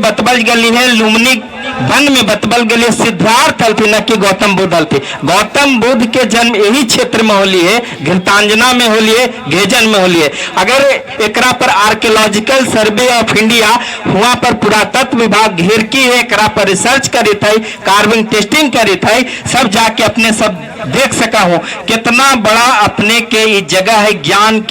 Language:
Magahi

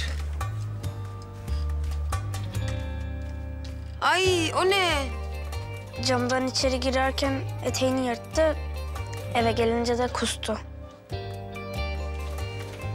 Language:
Turkish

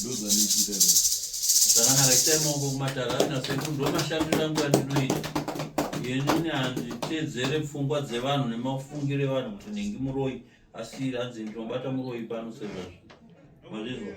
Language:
Shona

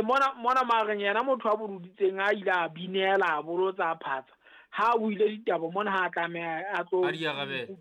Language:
Southern Sotho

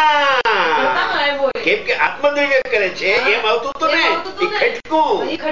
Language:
Gujarati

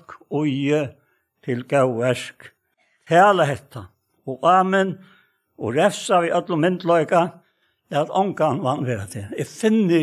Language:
Faroese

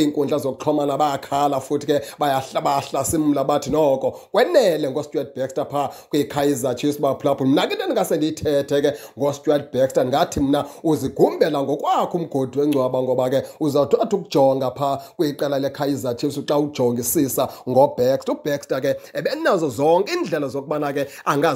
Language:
Xhosa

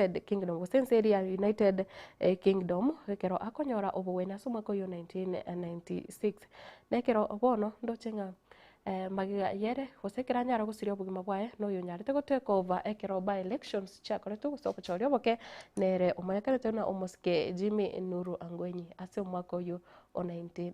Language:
Gusii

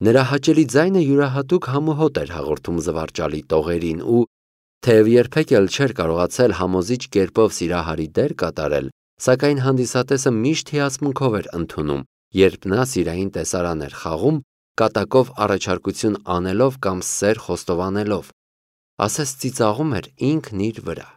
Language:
Armenian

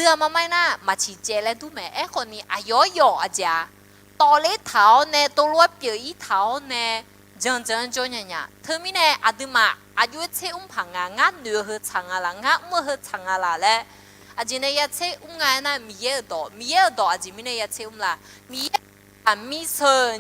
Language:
Akha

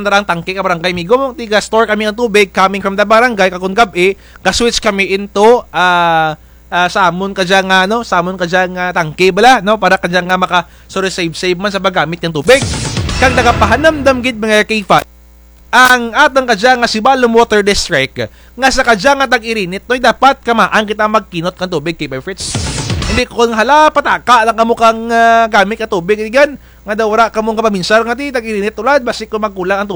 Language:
Kinaray-a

